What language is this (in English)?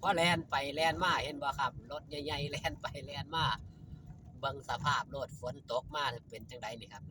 Northeastern Thai